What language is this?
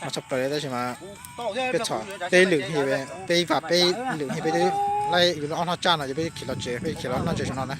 Hmong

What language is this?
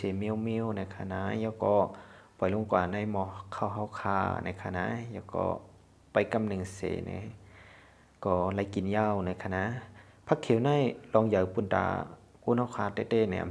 Shan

